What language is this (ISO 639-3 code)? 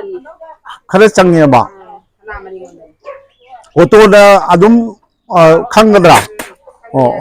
mni